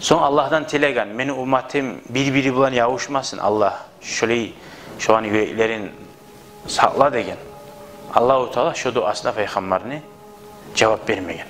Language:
Kumyk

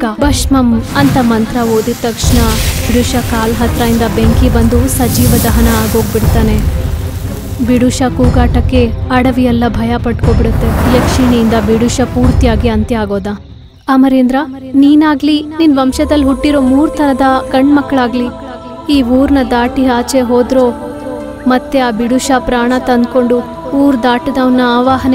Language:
Kannada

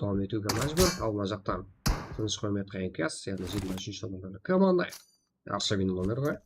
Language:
Kara-Kalpak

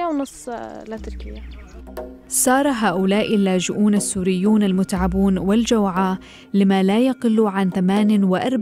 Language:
Arabic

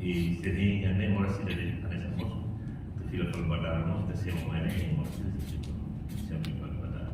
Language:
Tetum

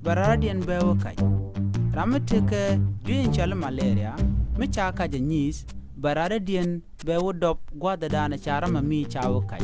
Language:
Nuer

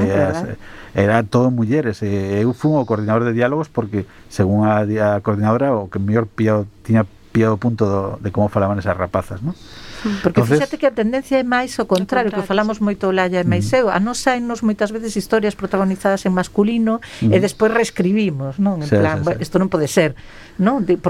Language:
Galician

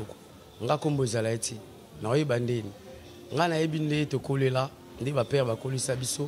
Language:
Lingala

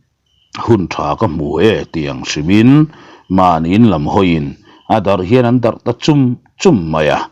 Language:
Mizo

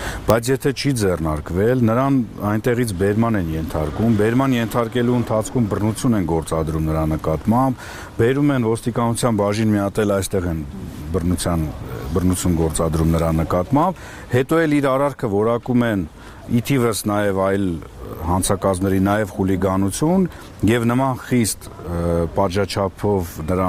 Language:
Armenian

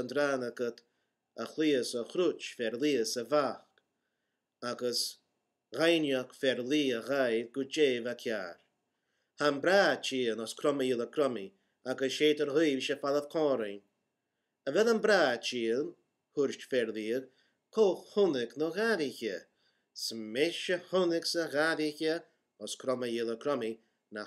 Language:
Scottish Gaelic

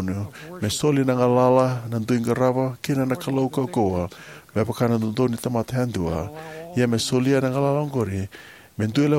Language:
Fijian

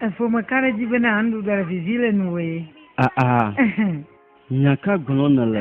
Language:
Ewe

